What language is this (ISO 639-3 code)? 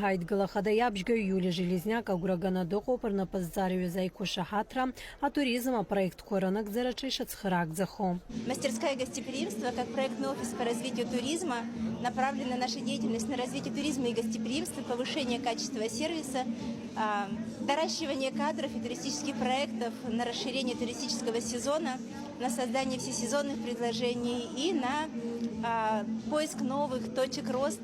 abk